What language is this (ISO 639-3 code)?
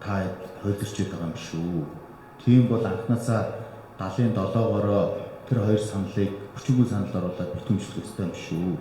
mon